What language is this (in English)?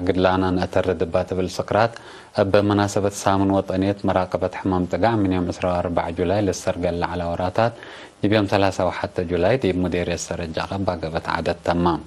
Tigre